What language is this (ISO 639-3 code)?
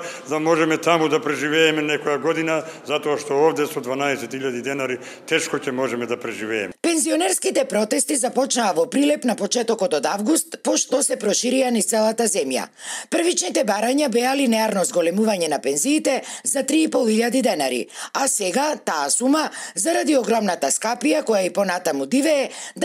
mkd